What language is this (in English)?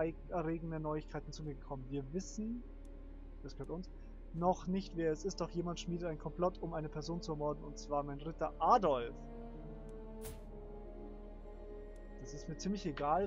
German